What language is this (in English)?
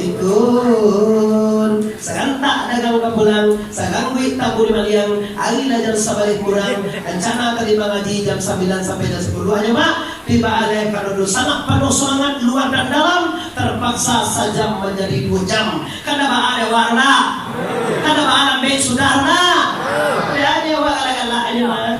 Minangkabau